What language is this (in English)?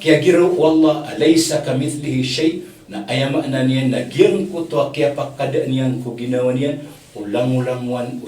Maranao